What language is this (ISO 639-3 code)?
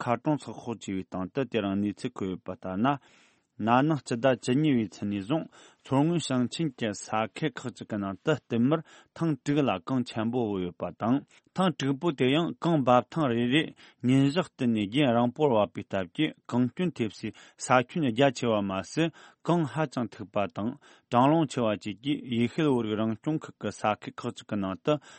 bod